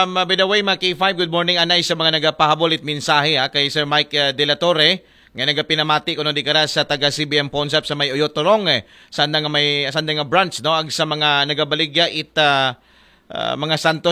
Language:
Aklanon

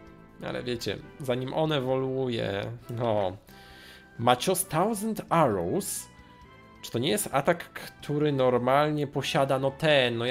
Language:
Polish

